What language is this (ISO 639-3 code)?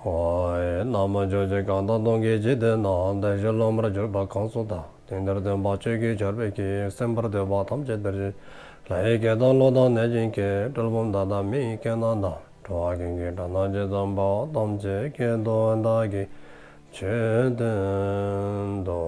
dzo